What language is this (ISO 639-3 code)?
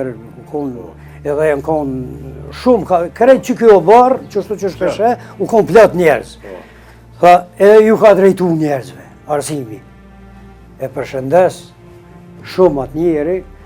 sqi